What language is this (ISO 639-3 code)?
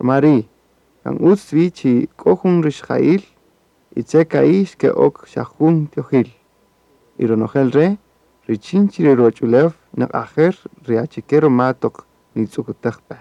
cak